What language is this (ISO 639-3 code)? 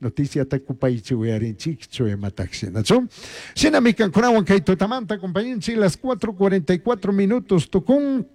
qug